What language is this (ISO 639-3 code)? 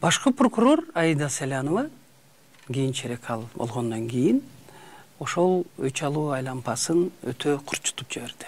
kir